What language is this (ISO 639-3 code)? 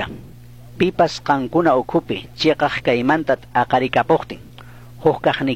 qug